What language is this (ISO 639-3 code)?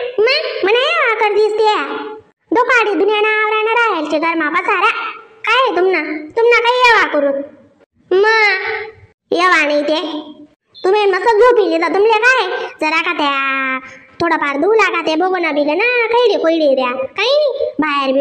khn